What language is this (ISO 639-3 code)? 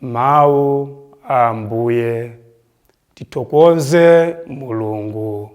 nya